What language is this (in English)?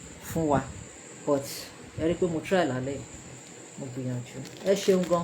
Yoruba